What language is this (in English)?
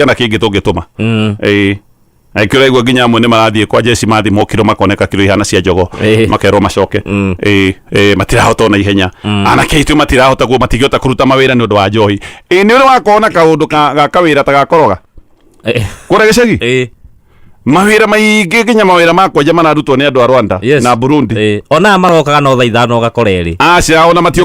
Kikuyu